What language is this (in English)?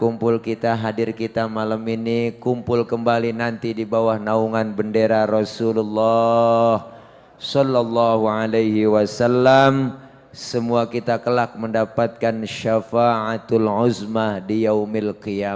Betawi